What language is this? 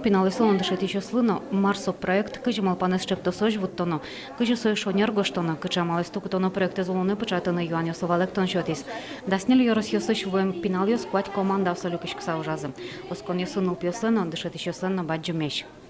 Udmurt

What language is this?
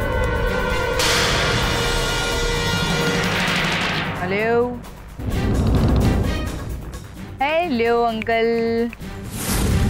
Marathi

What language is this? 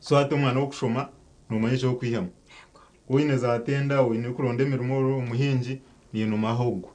Nyankole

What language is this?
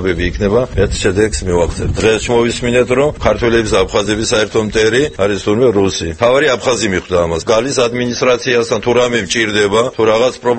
Georgian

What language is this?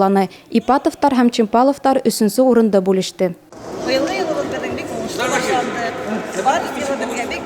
Bashkir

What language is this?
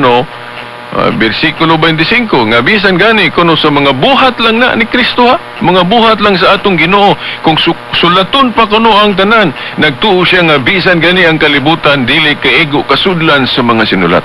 Cebuano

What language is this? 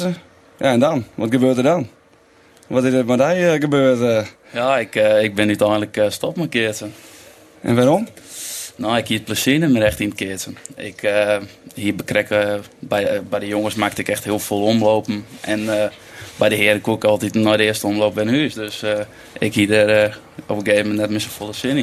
Western Frisian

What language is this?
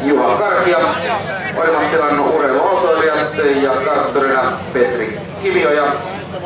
Finnish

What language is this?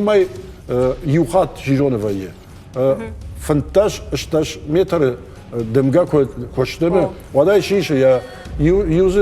Ossetic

